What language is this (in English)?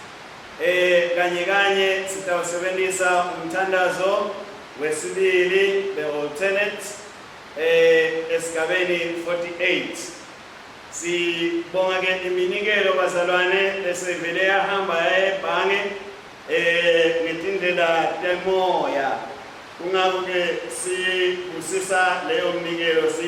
Swati